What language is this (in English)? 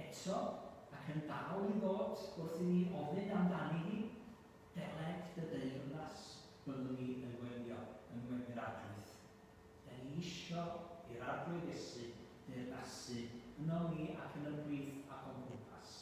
Welsh